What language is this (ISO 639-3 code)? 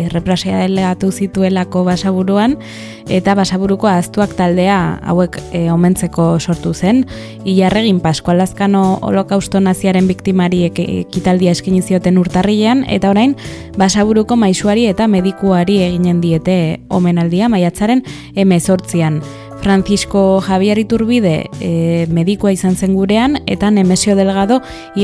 eus